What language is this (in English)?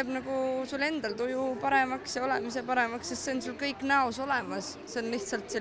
Estonian